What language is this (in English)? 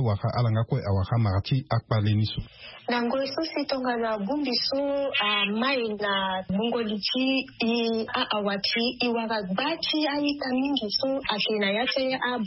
Sango